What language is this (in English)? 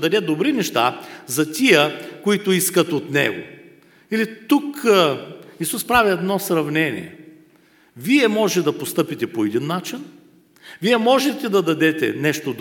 Bulgarian